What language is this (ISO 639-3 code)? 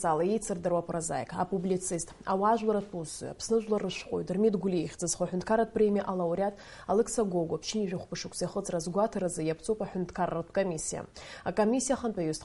abk